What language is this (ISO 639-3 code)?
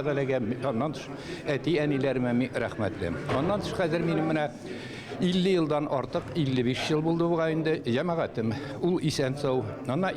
tat